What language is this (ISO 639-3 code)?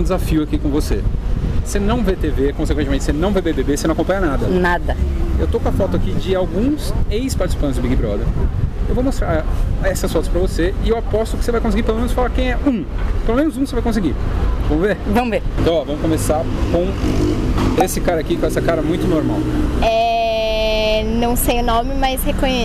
por